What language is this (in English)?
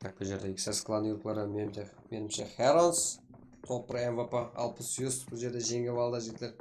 Kara-Kalpak